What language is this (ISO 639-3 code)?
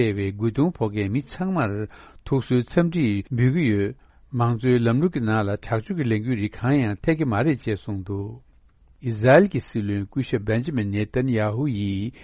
bod